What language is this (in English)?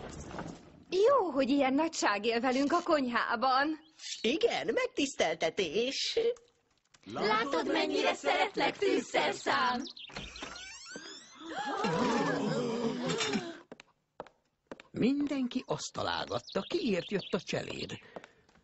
Hungarian